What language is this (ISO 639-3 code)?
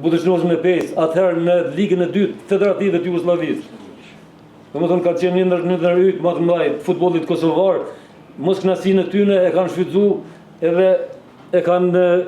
sqi